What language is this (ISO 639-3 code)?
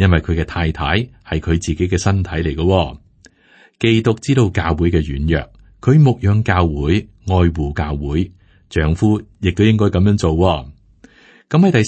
yue